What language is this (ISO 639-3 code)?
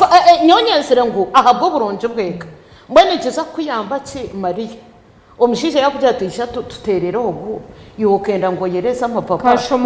nyn